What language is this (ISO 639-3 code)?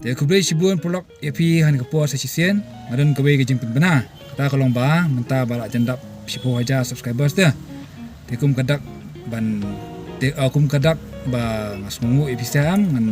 kha